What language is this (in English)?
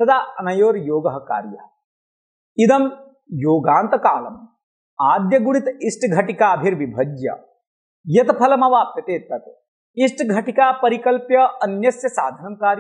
Sanskrit